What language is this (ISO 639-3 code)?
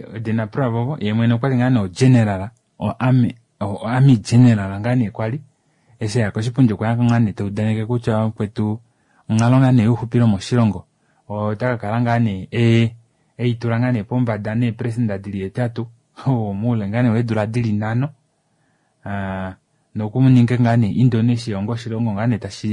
kua